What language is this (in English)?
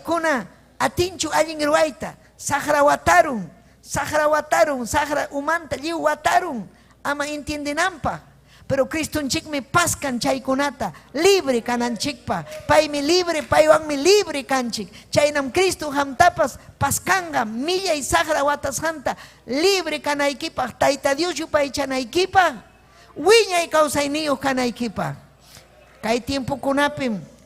Ayacucho Quechua